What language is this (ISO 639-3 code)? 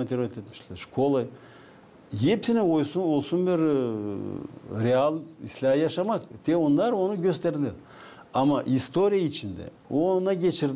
gag